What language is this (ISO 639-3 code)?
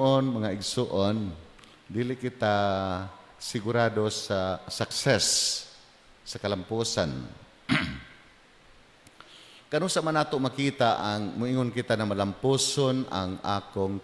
ceb